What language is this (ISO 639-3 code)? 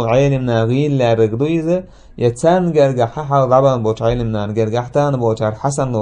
che